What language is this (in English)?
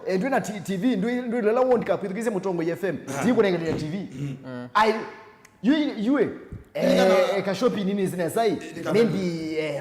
Kamba